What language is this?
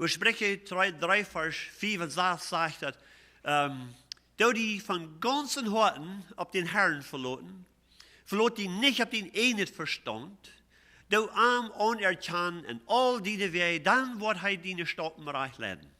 Plautdietsch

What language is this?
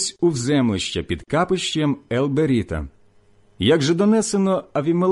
Ukrainian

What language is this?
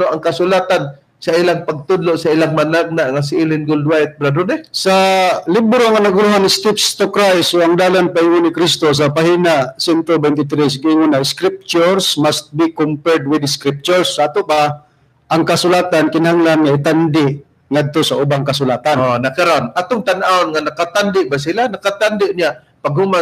Cebuano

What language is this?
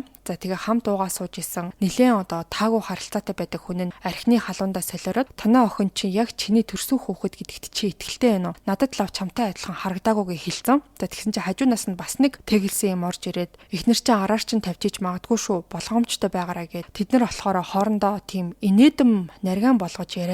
Mongolian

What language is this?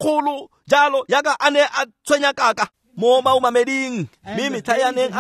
Tswana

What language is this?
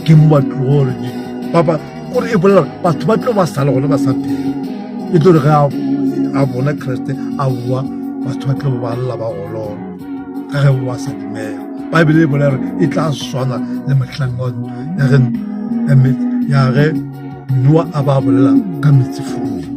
Northern Sotho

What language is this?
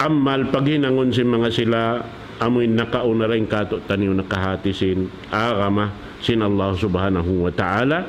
Tausug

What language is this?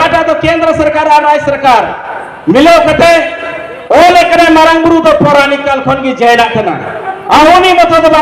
Santali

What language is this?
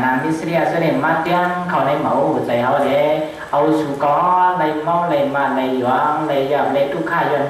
Shan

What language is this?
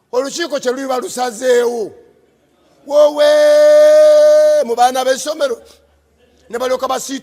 Ganda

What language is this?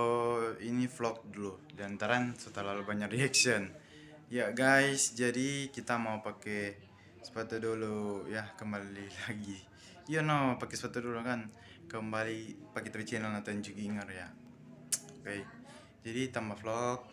Manado Malay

